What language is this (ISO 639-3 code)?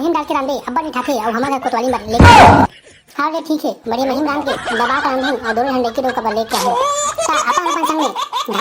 hne